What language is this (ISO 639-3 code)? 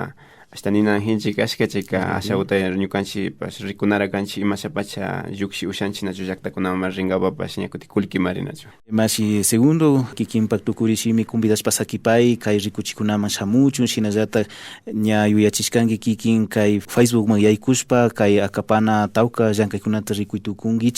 qvi